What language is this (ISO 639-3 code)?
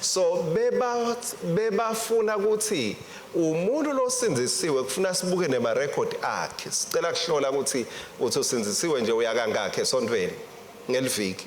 ssw